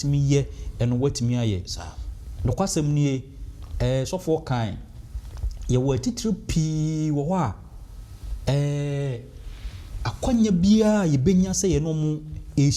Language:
Akan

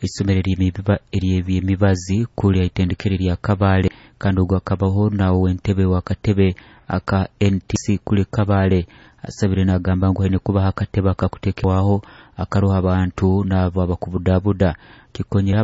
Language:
Nyoro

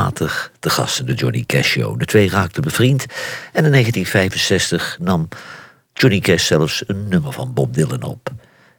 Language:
Dutch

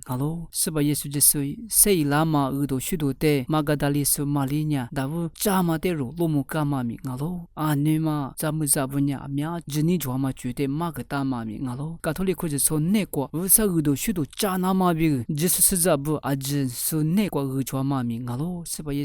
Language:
Lisu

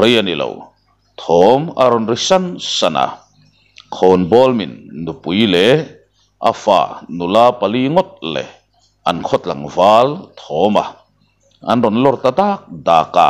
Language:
Mizo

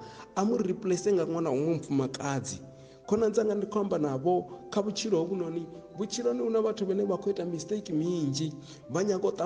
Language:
Venda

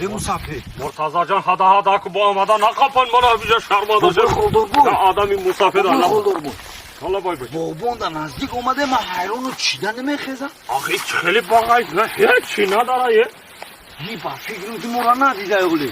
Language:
Tajik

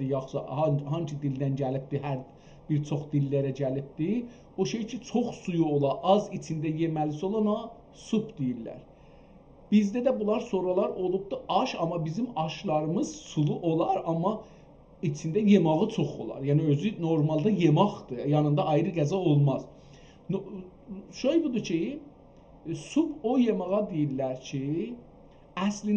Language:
South Azerbaijani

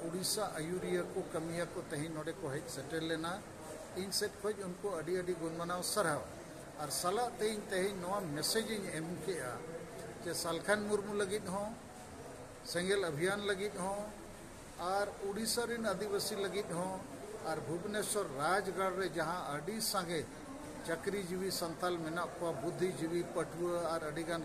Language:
Santali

